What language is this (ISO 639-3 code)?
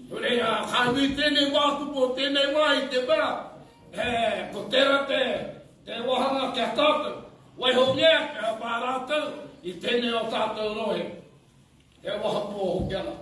mri